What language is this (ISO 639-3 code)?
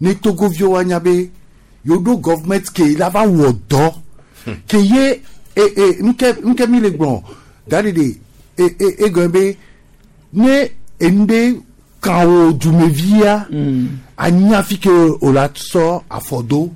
gej